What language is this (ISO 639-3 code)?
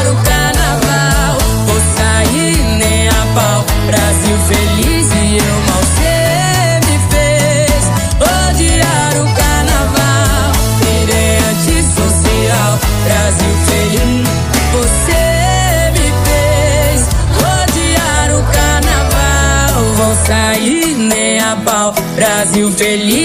por